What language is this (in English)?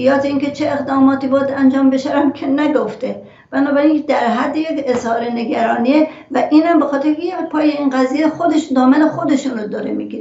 Persian